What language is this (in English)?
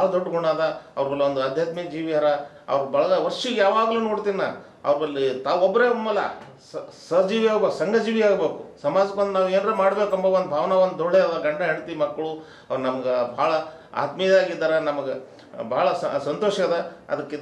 Kannada